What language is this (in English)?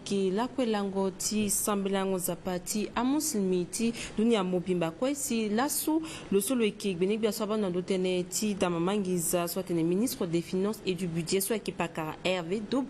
Sango